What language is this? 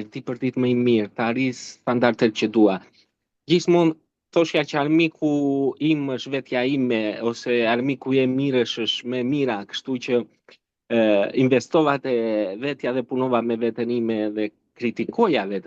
Albanian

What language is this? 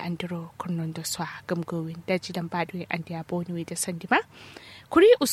Kanuri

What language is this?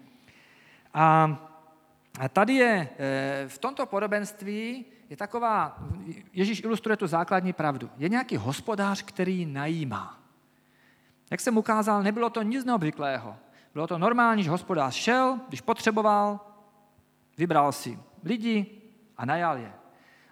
Czech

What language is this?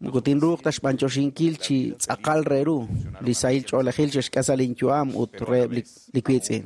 Kekchí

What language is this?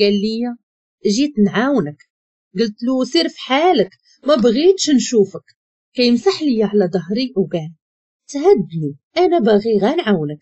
Moroccan Arabic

